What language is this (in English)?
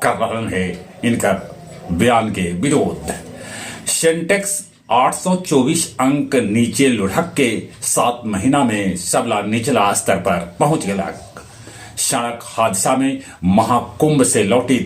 Magahi